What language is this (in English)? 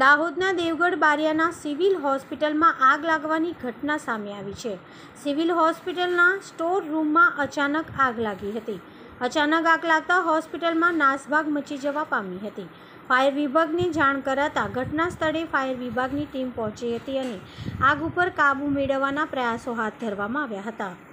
Gujarati